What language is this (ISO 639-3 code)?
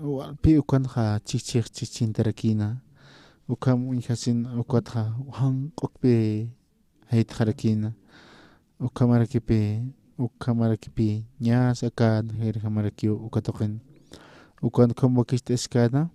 aym